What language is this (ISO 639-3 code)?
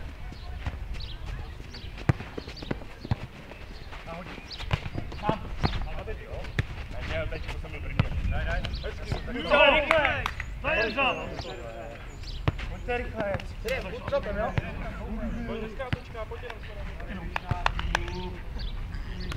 ces